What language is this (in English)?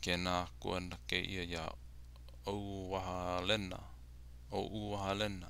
Hawaiian